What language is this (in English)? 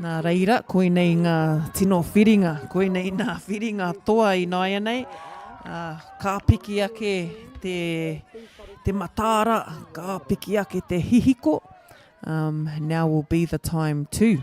Māori